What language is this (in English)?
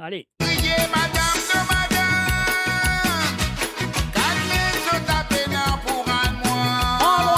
Morisyen